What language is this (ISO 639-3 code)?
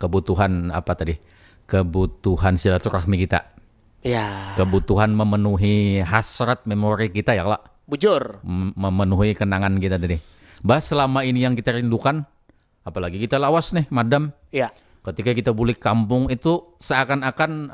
bjn